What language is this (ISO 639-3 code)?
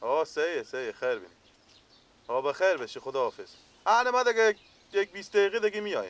fas